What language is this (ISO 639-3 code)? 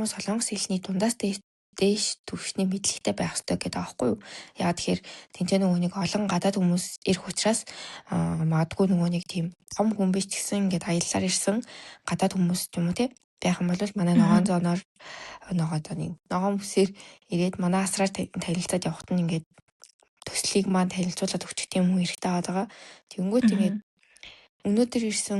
mon